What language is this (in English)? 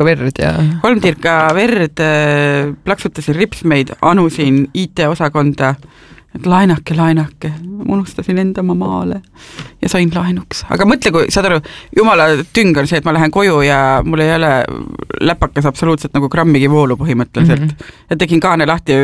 Estonian